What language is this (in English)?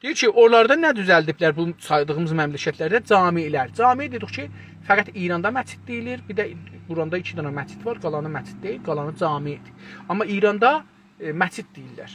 South Azerbaijani